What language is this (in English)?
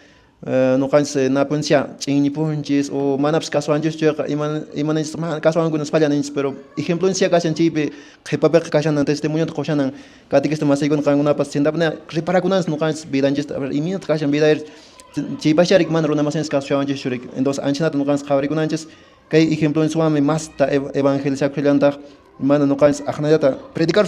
Quechua